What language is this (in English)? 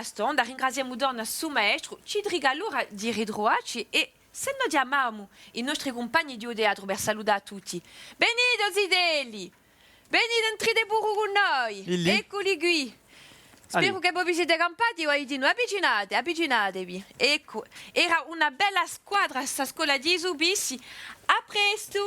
Corsican